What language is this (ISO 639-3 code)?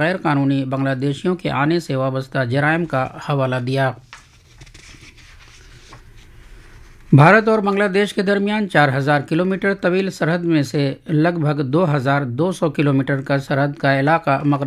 urd